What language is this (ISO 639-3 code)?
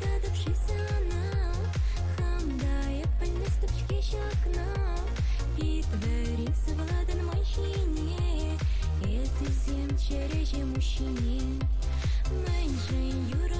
chv